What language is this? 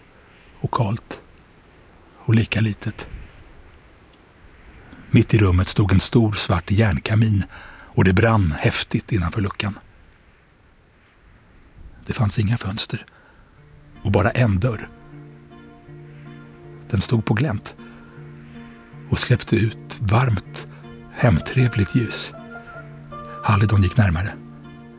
Swedish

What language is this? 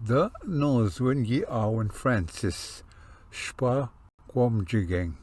Ojibwa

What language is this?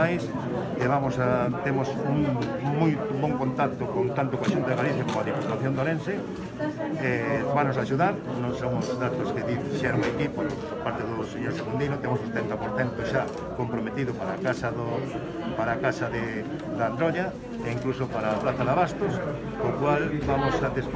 Galician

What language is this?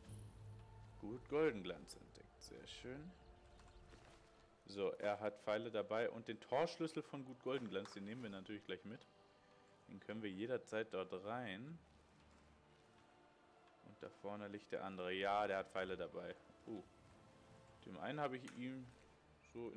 German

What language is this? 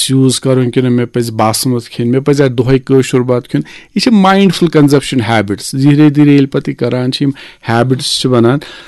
Kashmiri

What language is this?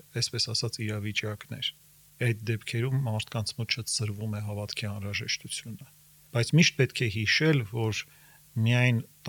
Armenian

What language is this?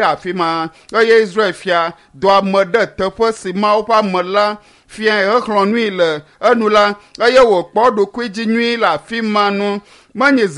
Ewe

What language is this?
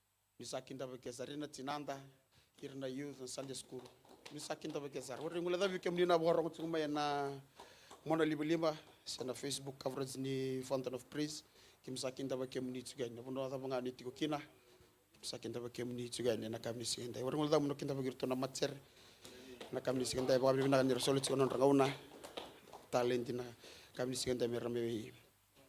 Fijian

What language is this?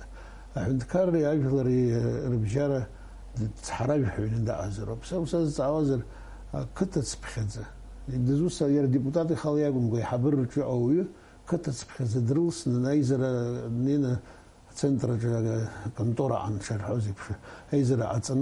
Abkhazian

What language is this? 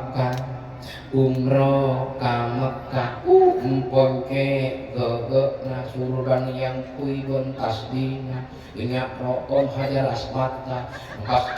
Madurese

